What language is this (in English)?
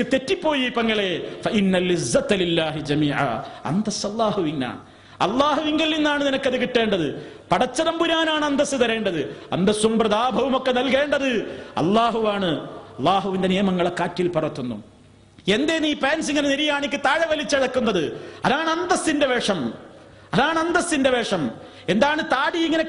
Malayalam